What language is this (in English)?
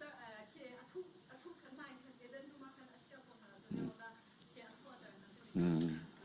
Hakha Chin